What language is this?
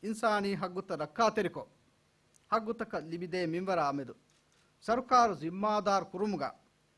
Divehi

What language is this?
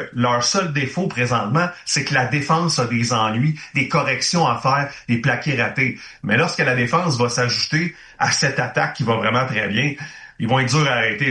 French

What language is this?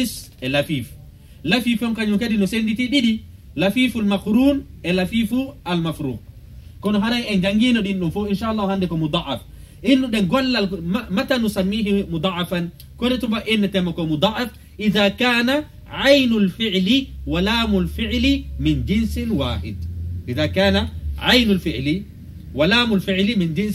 Fula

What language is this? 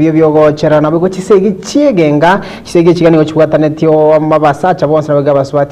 Gusii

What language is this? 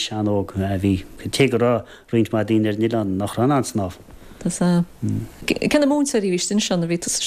Irish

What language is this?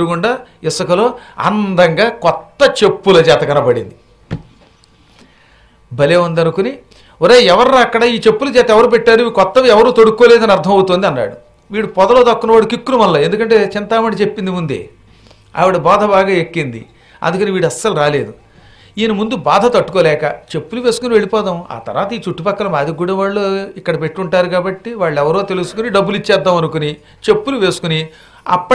Telugu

